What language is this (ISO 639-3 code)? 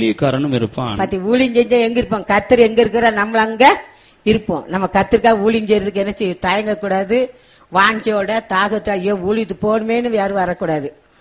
tam